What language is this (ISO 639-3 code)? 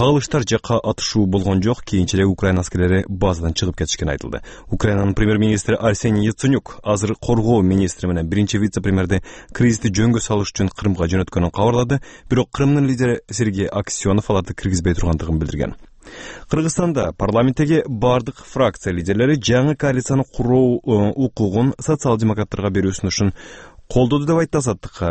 kir